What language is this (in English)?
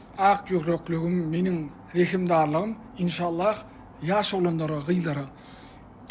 Turkmen